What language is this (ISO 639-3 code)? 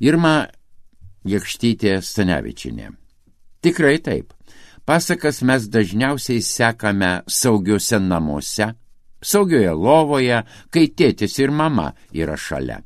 lit